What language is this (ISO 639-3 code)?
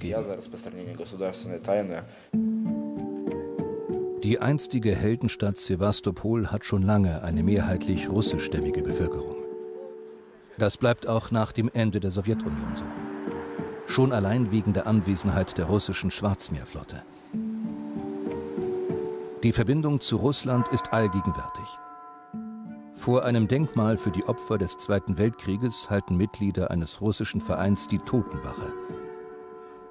deu